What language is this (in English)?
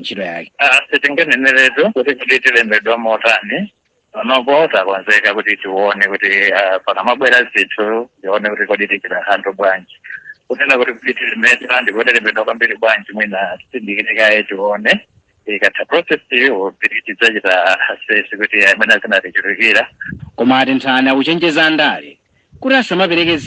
Nyanja